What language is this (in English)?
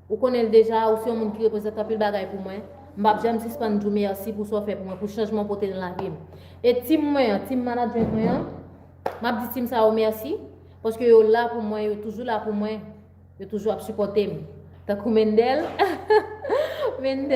Haitian Creole